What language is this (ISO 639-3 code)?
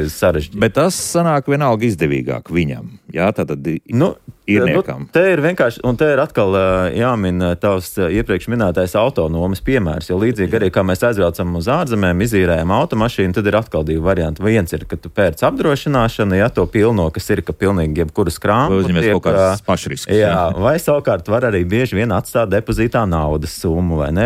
lav